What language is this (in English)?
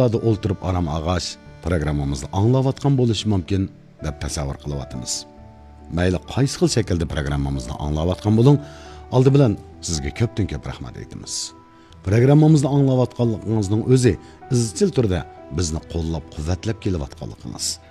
Uyghur